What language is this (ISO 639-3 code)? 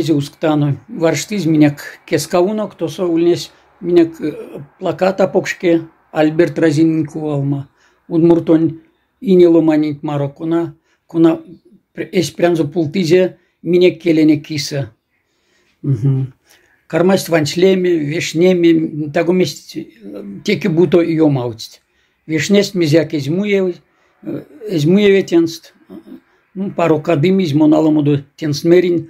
myv